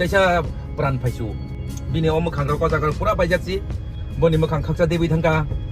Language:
Kok Borok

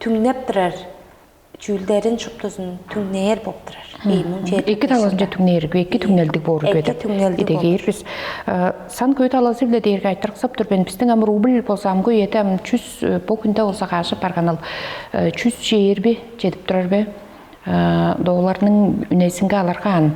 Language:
Tuvinian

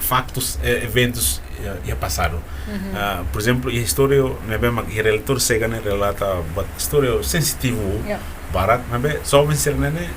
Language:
Tetum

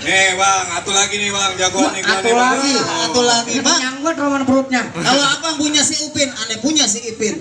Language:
Betawi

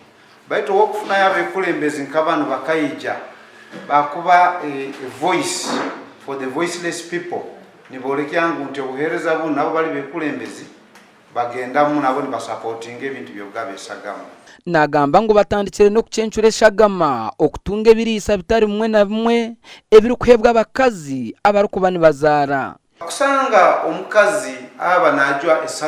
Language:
Nyankole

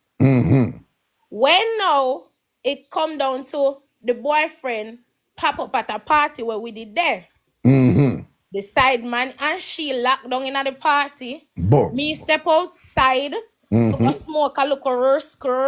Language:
Jamaican Creole English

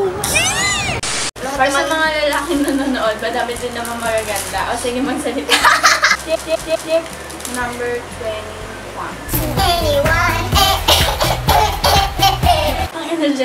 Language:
Filipino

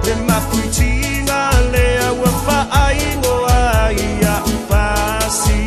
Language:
Samoan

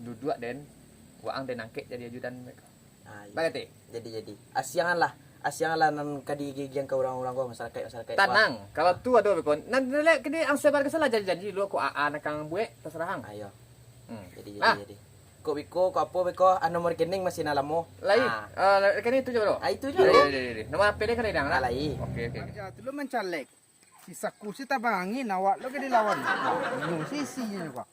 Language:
Minangkabau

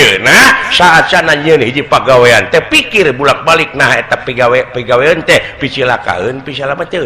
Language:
Sundanese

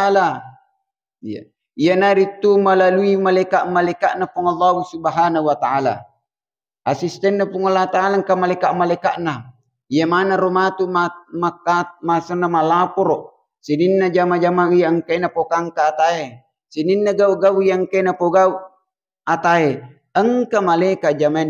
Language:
Buginese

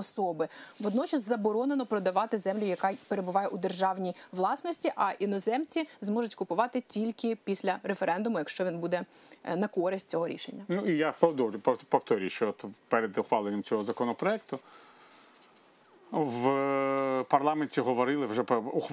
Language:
Ukrainian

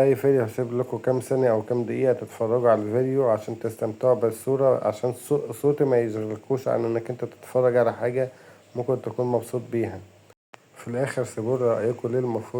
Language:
Egyptian Arabic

